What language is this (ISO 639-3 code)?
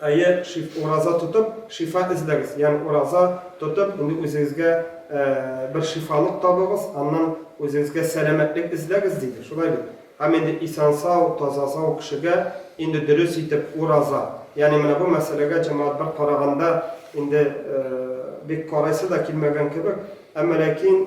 tat